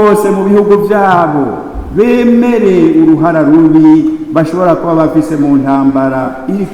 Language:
Rundi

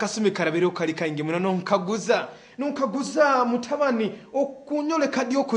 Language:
Nyoro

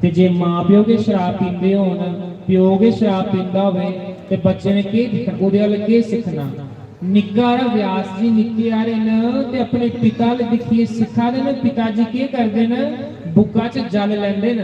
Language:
Dogri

